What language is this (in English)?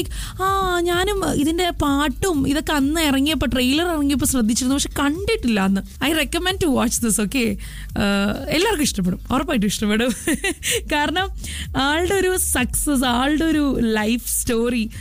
Malayalam